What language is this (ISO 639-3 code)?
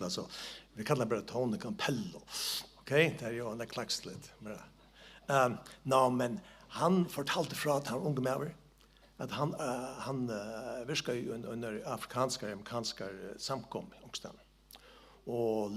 fao